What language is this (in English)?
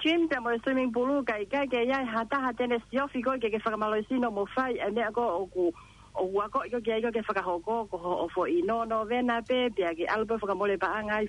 Tongan